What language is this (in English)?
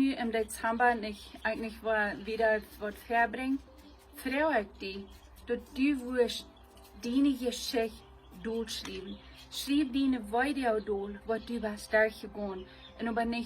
Plautdietsch